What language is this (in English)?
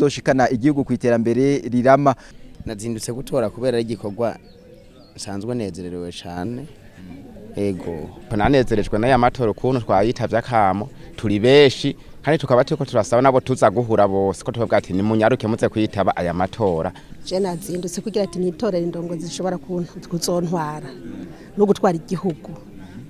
Rundi